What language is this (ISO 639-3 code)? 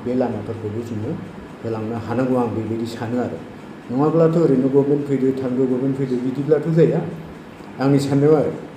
brx